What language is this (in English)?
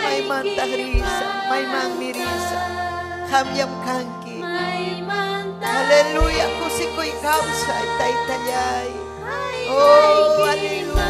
Ayacucho Quechua